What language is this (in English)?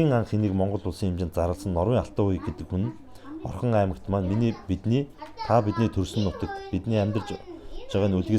Mongolian